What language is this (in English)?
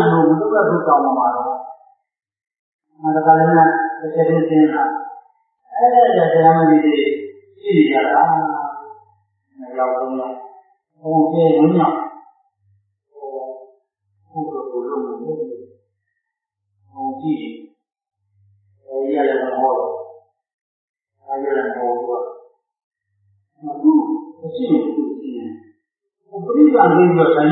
Burmese